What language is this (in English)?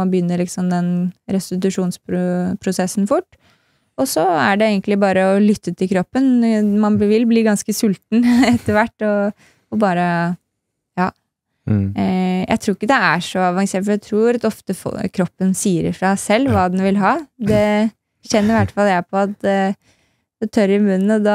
Norwegian